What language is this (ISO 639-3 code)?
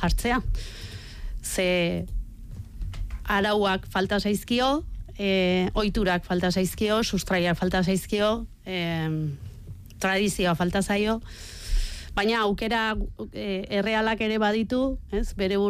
eus